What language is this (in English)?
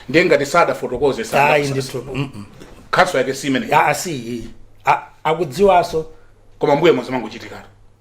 Nyanja